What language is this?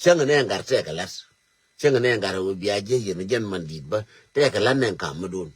Nuer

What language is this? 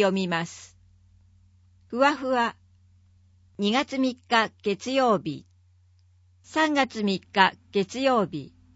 Japanese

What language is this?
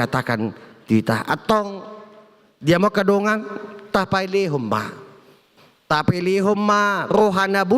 Batak Toba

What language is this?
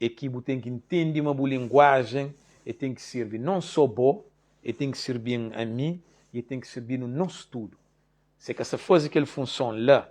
Kabuverdianu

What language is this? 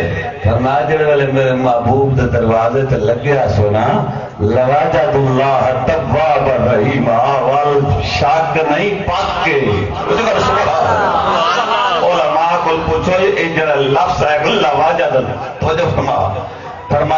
Saraiki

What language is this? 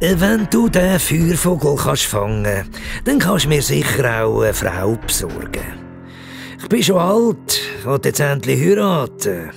Swiss German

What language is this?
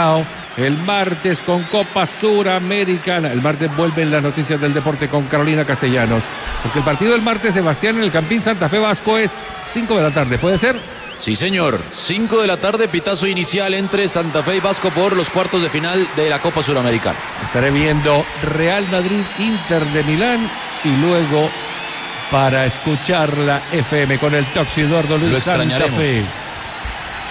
Spanish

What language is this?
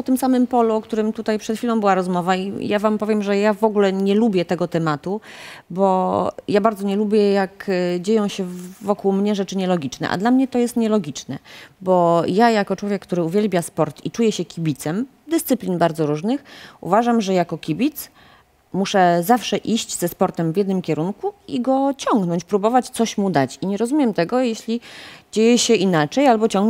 Polish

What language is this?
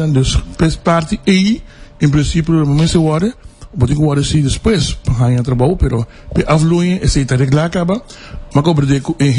Papiamento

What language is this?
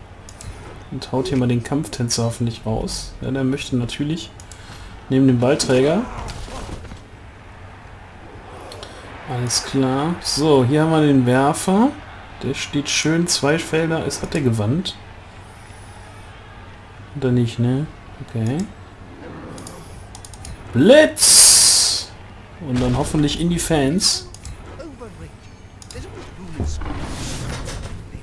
German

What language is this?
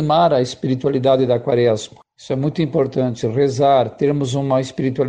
Portuguese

